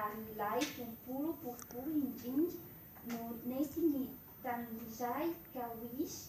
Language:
Malagasy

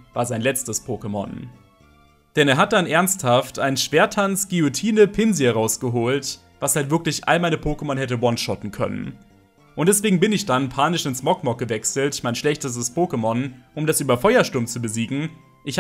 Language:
German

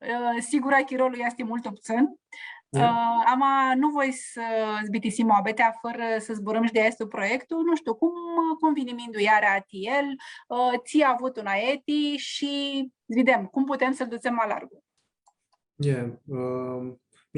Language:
Aromanian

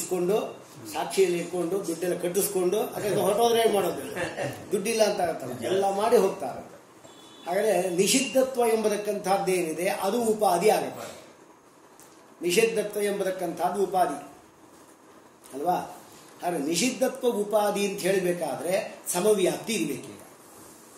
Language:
Kannada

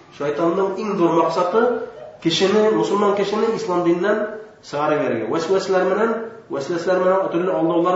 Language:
Bashkir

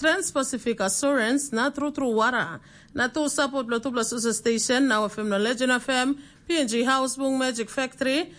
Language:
Tok Pisin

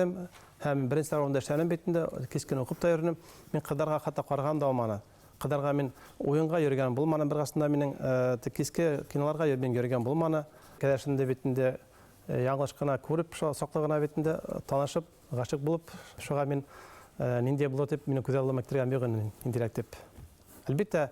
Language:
Bashkir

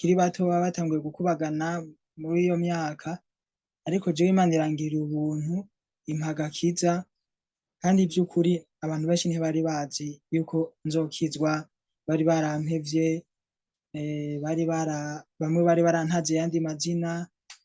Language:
Rundi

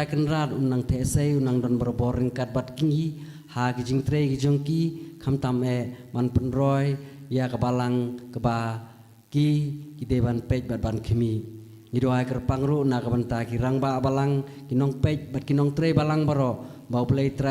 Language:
Khasi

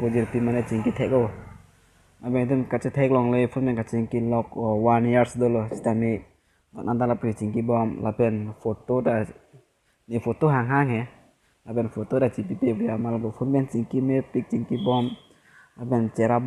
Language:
Karbi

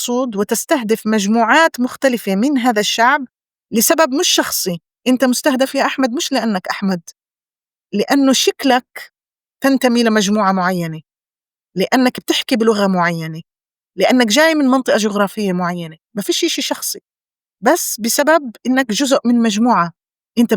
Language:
North Levantine Arabic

